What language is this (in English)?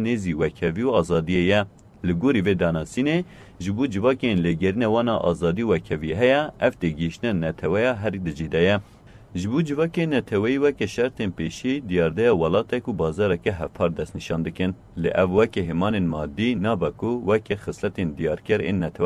Kurdish